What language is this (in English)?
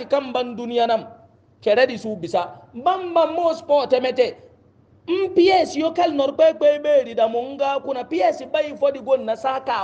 Hausa